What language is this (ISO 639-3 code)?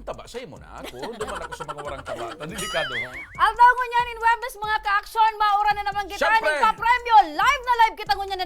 bik